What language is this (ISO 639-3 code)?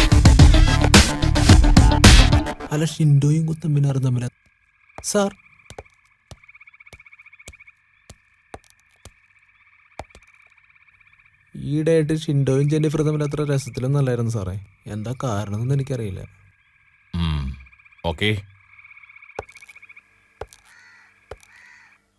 mal